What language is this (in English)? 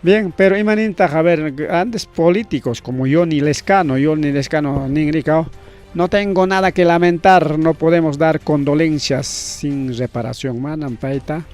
Ayacucho Quechua